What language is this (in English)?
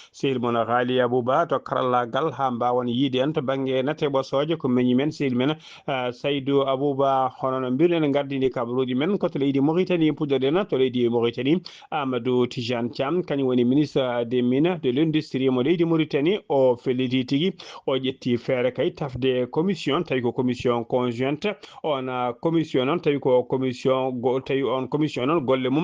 Fula